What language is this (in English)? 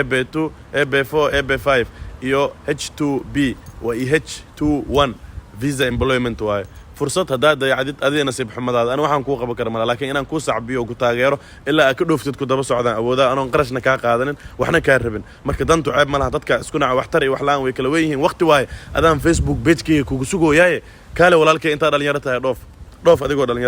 Somali